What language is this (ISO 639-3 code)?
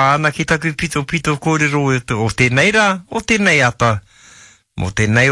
mri